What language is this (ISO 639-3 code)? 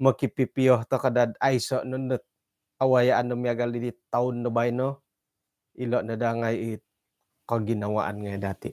dtp